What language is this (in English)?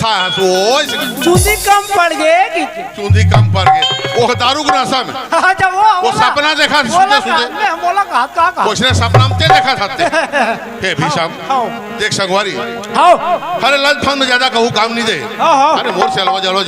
Chhattisgarhi